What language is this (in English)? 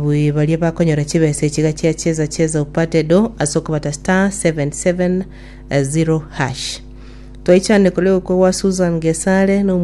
Gusii